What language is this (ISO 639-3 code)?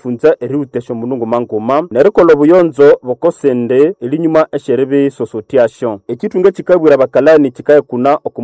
nnb